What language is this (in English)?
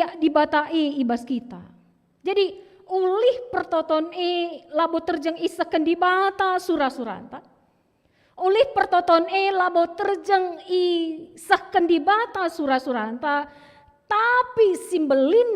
Batak Karo